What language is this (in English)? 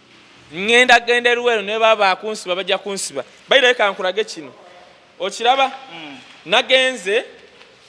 Ganda